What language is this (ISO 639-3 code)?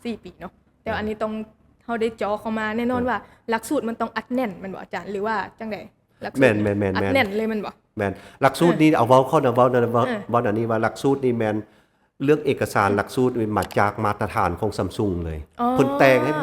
lao